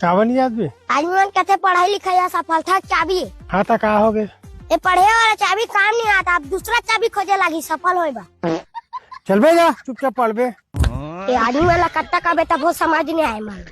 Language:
Chhattisgarhi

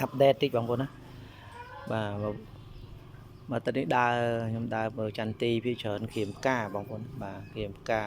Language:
Khmer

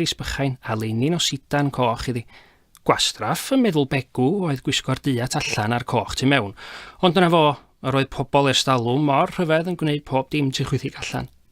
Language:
Welsh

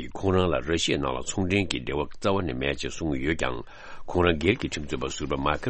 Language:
Tibetan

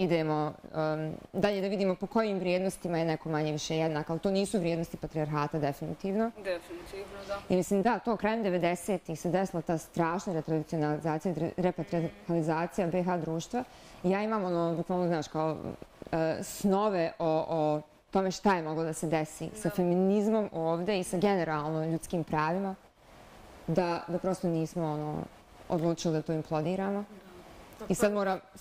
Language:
Bosnian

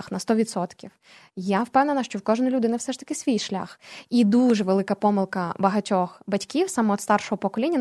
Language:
Ukrainian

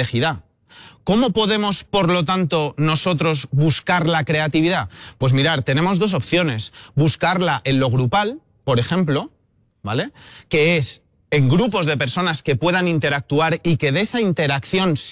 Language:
Spanish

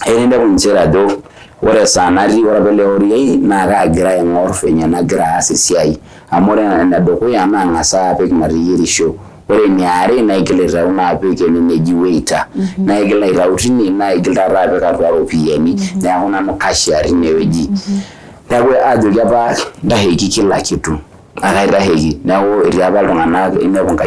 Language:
Masai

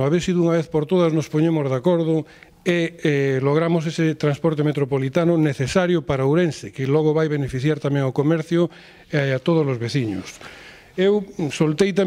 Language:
Galician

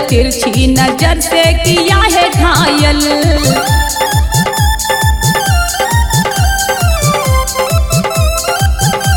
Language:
Bhojpuri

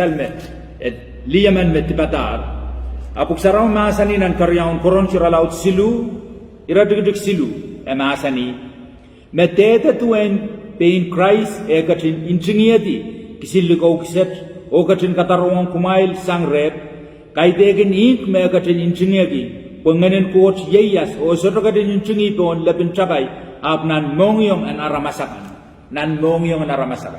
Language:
Pohnpeian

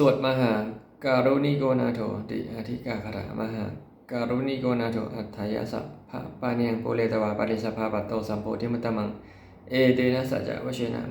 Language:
Pali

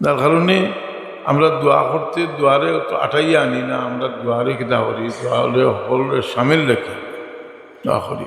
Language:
Sylheti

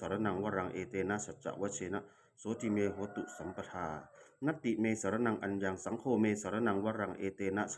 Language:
Pali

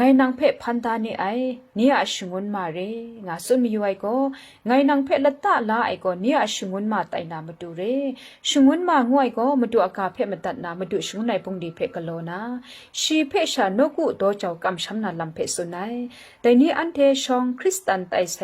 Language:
Kachin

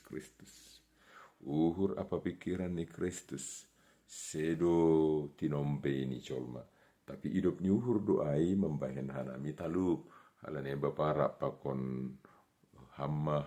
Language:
Batak Simalungun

